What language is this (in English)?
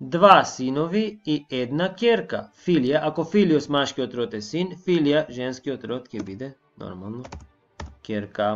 Macedonian